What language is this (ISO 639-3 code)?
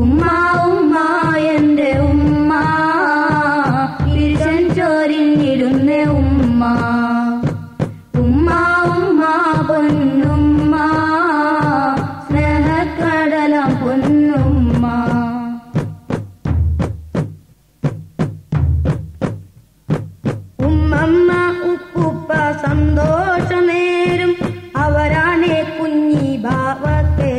mal